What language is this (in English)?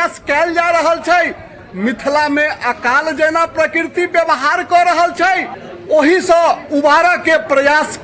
Maithili